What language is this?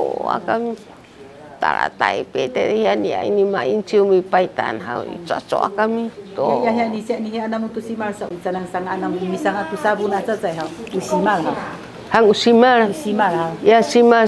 Sakizaya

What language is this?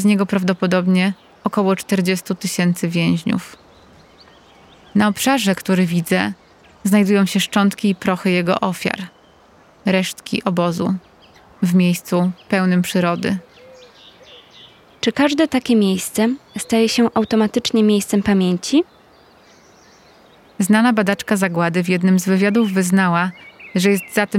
Polish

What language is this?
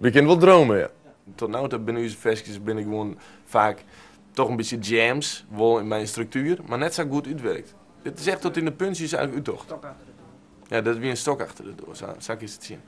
Western Frisian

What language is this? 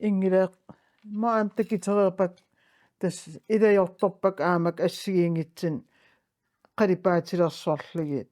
Kalaallisut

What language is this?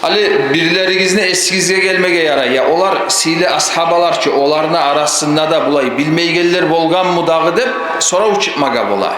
Kumyk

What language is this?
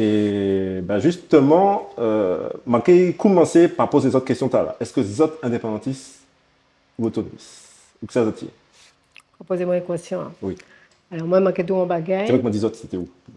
Guadeloupean Creole French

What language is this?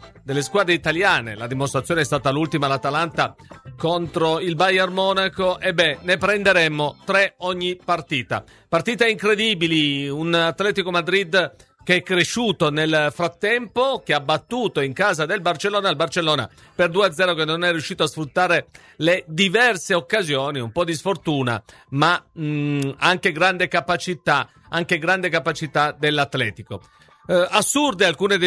Italian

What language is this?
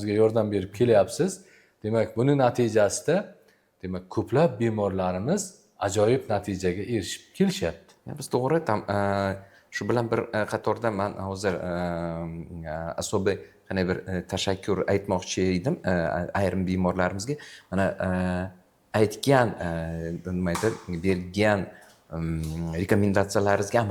Uzbek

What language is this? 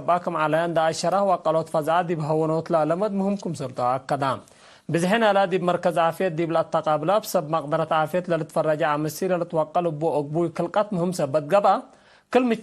Tigre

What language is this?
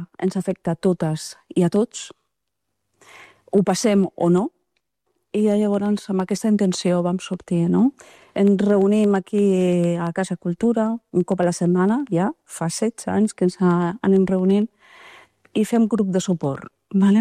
Catalan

